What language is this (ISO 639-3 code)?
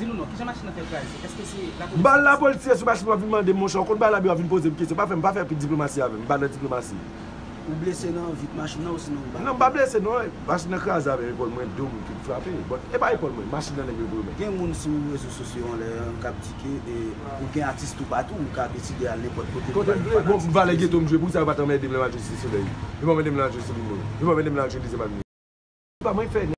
hat